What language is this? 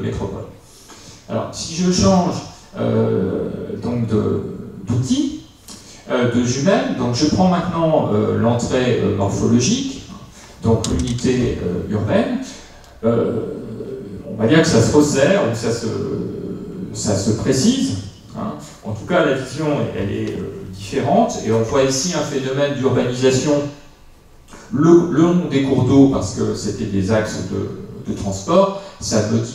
French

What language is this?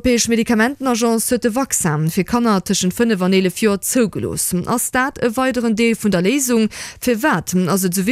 Luxembourgish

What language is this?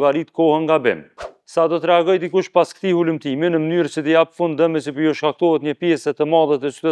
Albanian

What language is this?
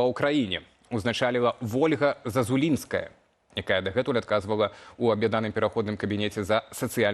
Belarusian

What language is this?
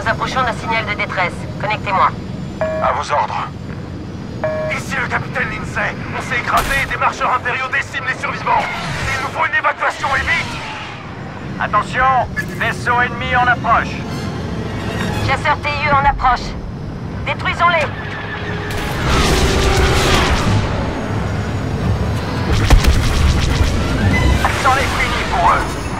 French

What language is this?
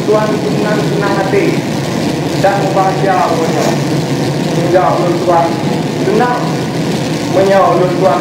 Achinese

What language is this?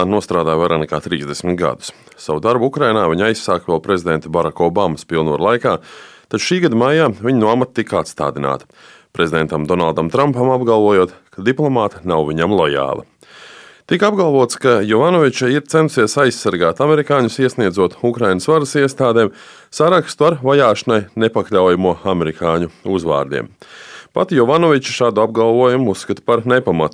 Latvian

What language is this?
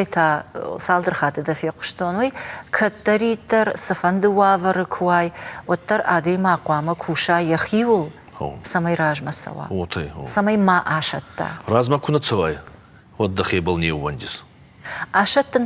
Ossetic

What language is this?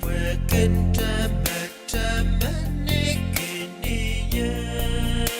Pohnpeian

